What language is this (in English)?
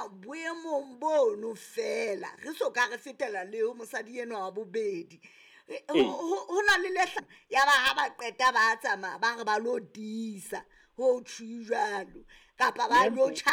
Southern Sotho